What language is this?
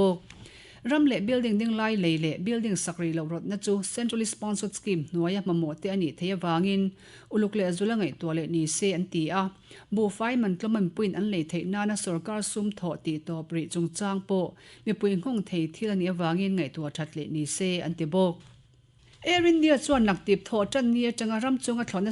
Mizo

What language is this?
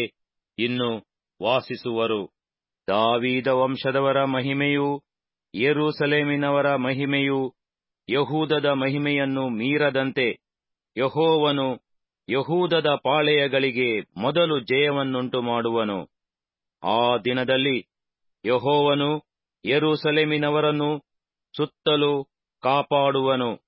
Kannada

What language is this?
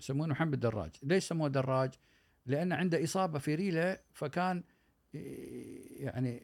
Gulf Arabic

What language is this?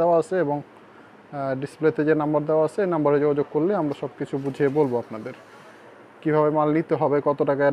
Bangla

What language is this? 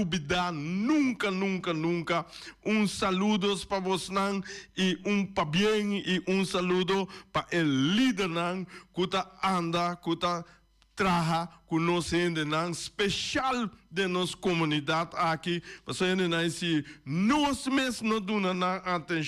Papiamento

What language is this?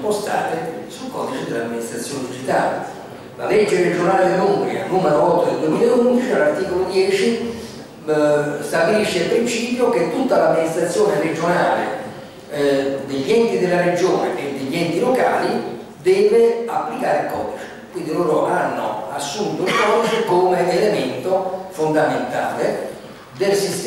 Italian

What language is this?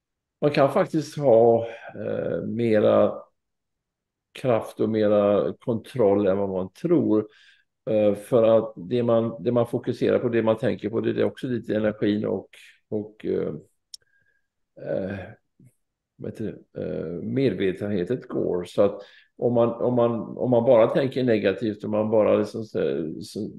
Swedish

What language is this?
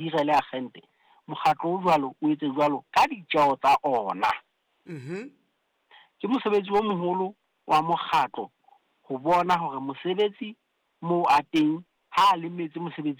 Southern Sotho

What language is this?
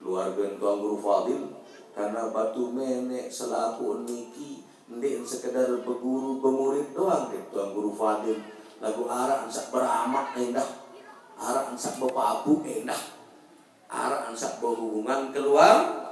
Sasak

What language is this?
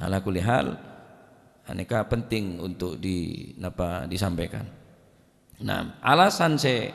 Madurese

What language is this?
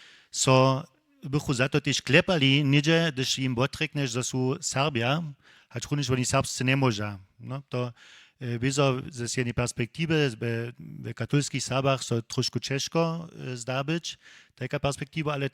Upper Sorbian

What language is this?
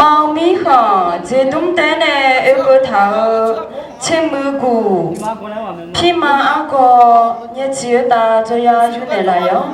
Akha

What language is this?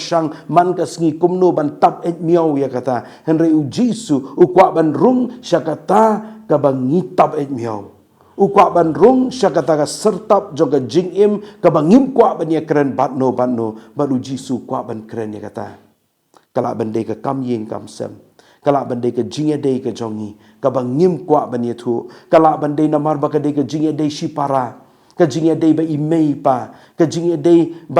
Khasi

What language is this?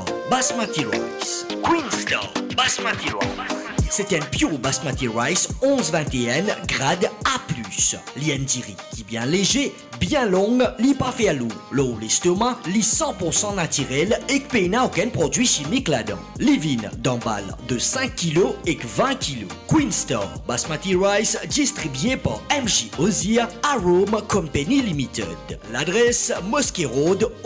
Morisyen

